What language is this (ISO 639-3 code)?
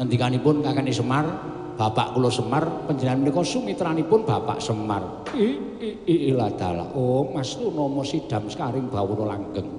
jav